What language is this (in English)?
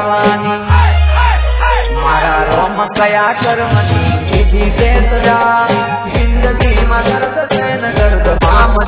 Gujarati